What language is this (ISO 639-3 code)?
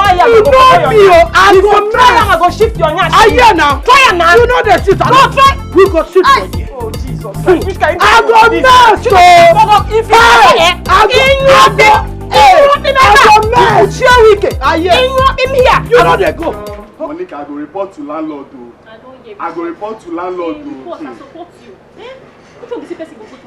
pcm